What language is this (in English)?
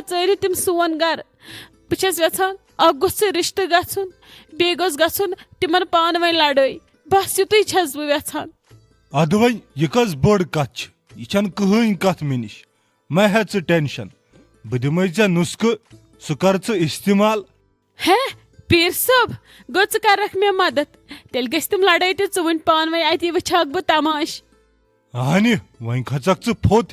Kashmiri